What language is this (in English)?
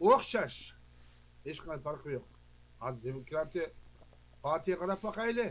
Uyghur